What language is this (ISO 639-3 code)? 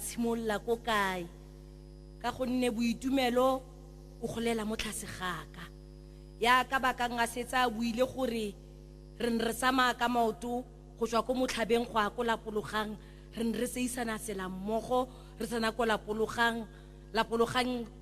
tsn